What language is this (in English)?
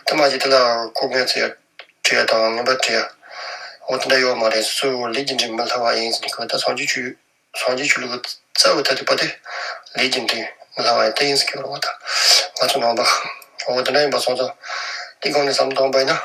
Tibetan